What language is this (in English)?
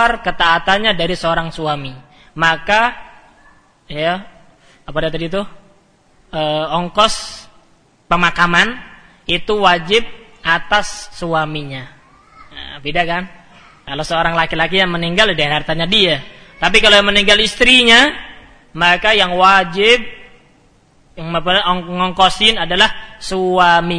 Indonesian